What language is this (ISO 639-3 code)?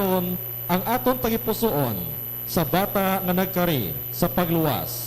hil